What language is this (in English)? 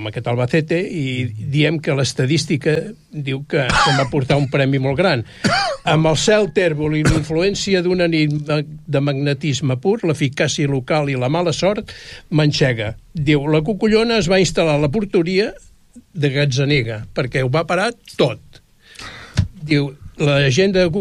Catalan